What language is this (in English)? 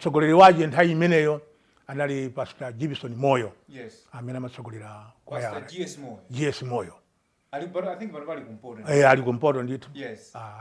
Nyanja